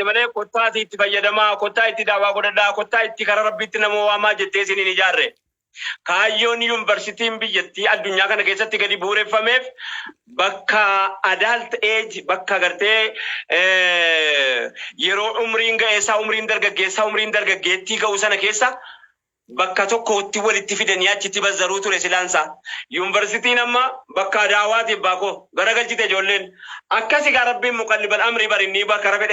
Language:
Oromo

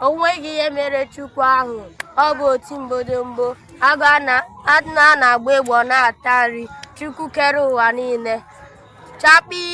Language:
Igbo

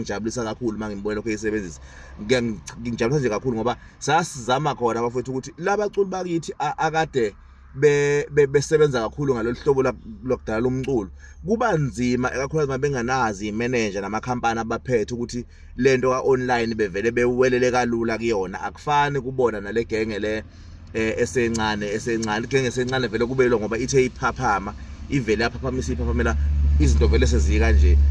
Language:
Zulu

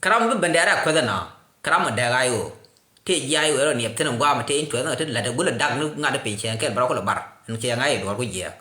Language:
Nuer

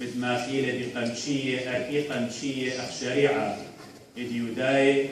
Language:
Assyrian Neo-Aramaic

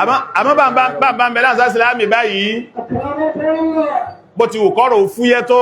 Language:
Yoruba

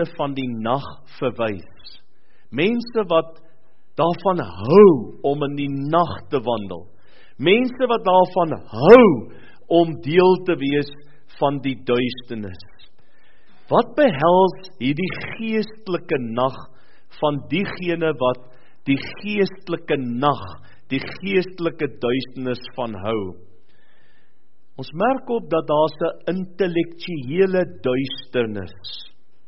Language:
Afrikaans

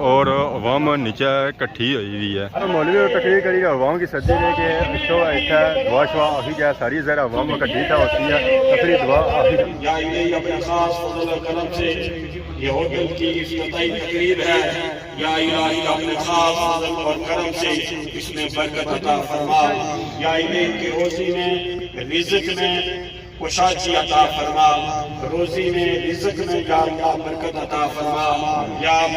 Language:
Pahari-Potwari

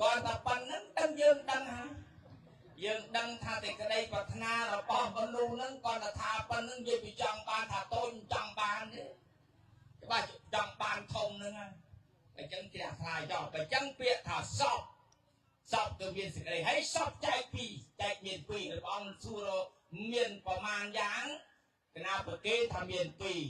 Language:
Khmer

